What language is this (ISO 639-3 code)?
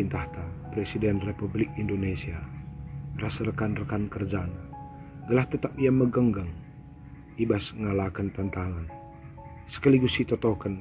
btx